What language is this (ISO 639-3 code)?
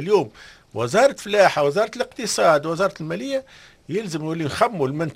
aeb